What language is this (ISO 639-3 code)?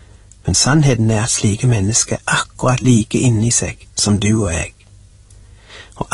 nor